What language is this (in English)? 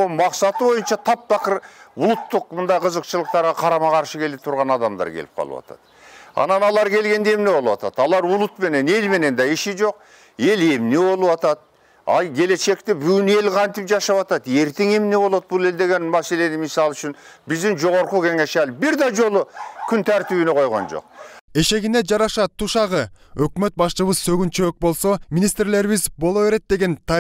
Kyrgyz